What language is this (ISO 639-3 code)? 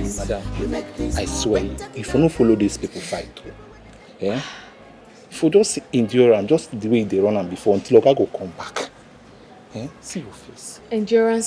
pcm